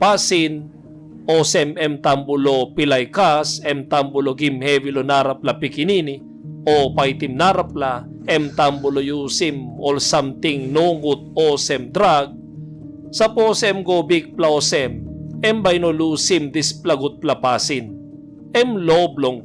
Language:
Tok Pisin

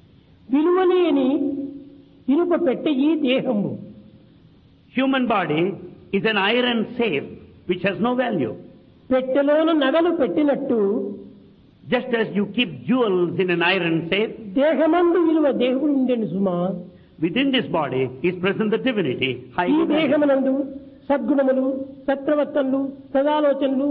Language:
Telugu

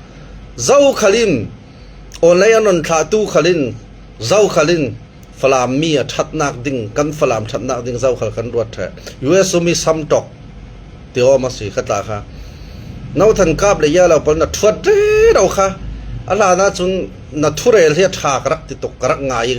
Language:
Falam Chin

